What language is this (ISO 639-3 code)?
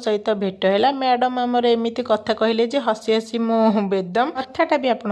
ori